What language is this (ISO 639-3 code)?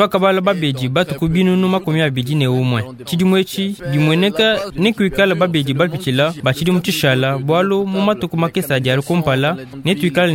lua